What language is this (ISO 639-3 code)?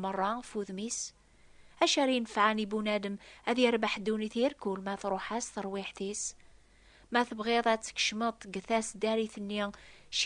kab